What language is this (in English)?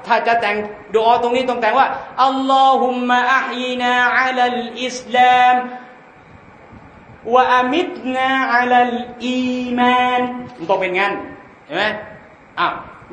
Thai